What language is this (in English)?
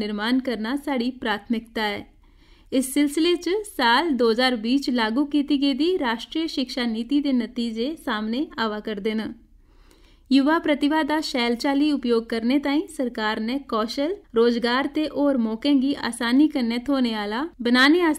Dogri